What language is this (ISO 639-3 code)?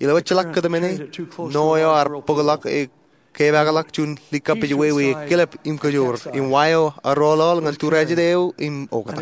mah